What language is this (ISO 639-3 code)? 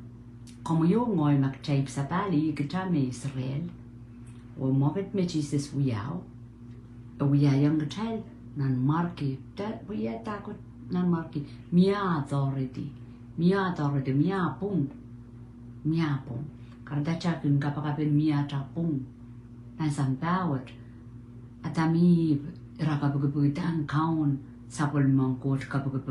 pon